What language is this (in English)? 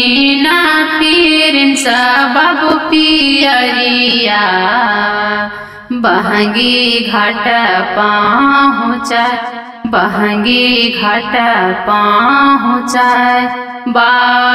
Bhojpuri